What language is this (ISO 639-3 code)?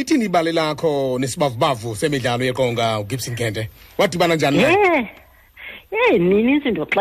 xho